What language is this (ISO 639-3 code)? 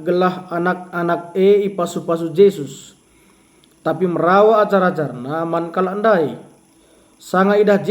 btx